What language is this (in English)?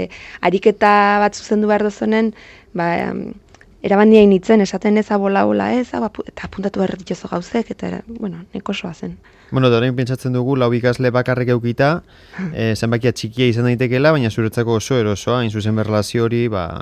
Basque